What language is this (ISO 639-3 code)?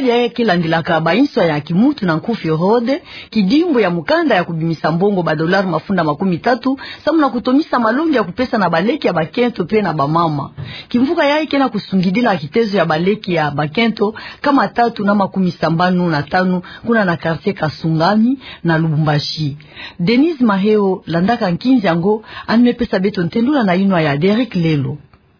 ktu